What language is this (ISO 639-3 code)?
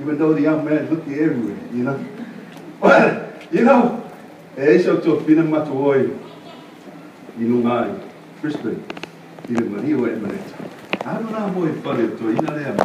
smo